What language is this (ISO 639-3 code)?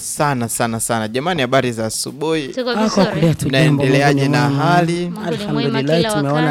swa